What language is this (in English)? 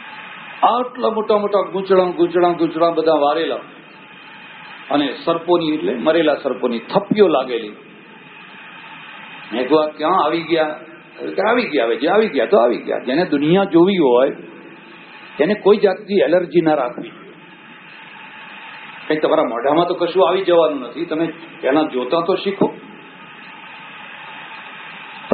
Gujarati